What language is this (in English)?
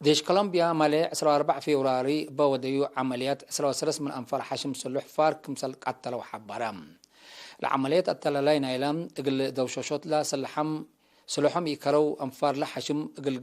Tigre